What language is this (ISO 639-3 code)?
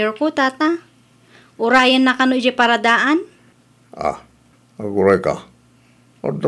ilo